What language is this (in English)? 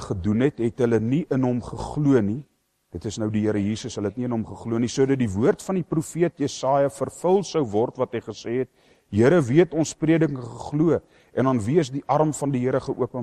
Afrikaans